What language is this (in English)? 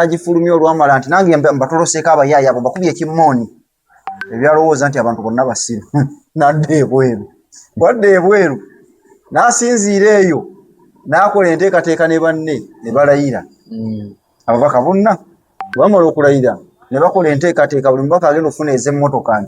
Ganda